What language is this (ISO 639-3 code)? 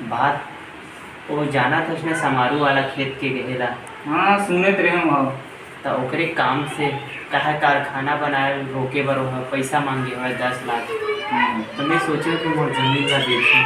hne